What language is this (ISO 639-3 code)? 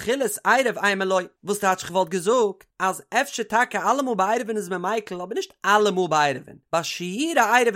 yid